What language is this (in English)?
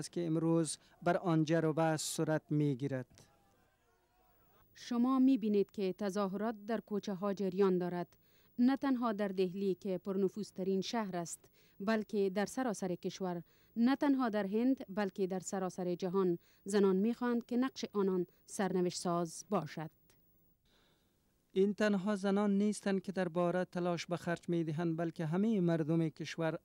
Persian